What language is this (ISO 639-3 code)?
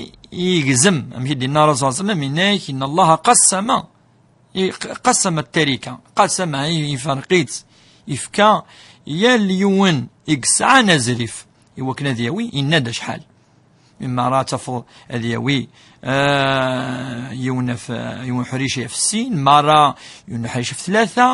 kab